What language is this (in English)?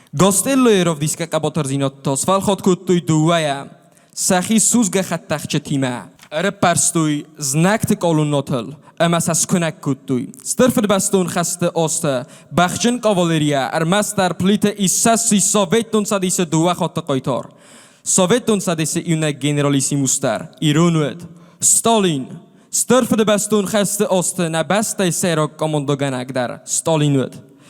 Ossetic